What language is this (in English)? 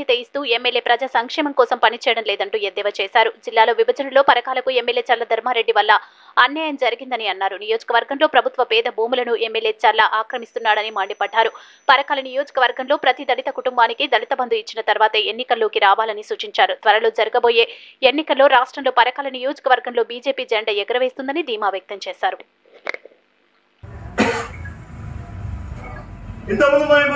Telugu